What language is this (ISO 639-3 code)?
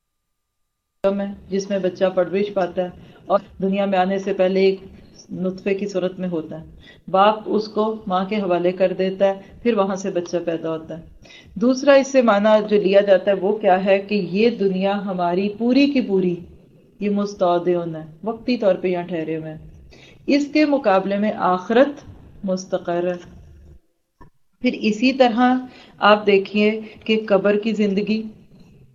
urd